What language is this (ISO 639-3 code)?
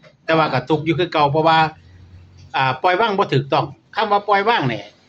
tts